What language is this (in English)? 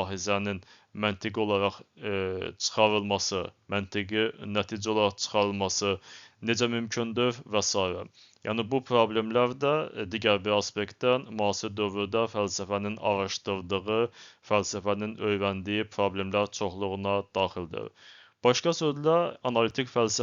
Azerbaijani